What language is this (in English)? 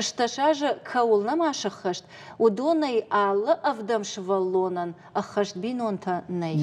Ossetic